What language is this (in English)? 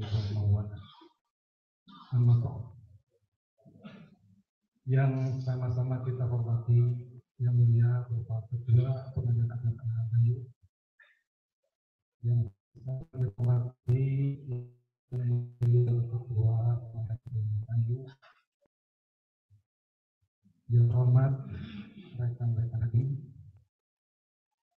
Indonesian